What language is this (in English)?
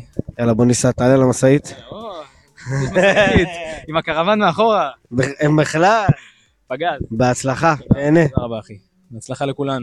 Hebrew